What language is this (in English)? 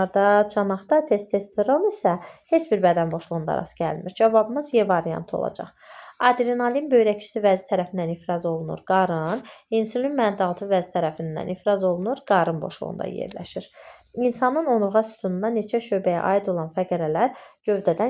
Azerbaijani